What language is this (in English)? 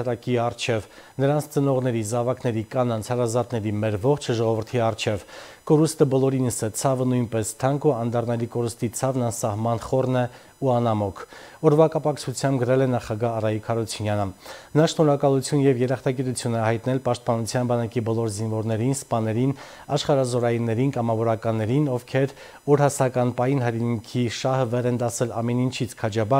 Armenian